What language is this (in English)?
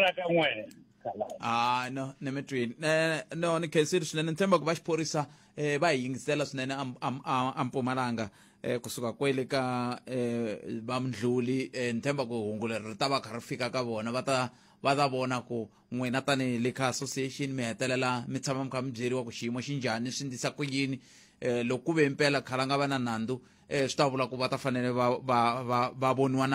Tsonga